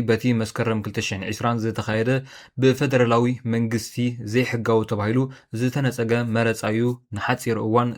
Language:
Tigrinya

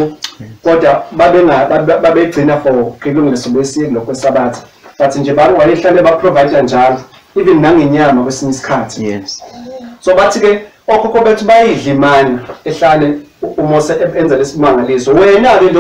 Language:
Zulu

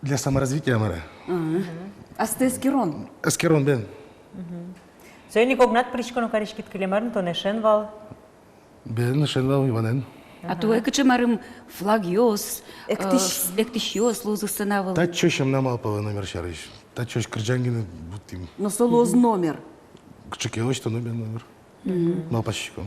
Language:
Udmurt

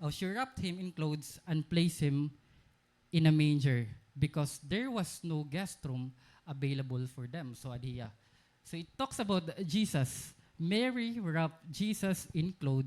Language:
Waray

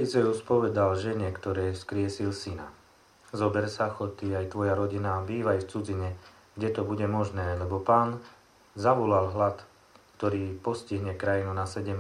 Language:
Slovak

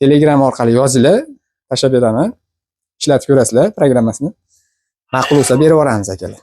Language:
Uzbek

